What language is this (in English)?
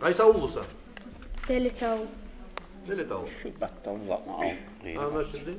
Kumyk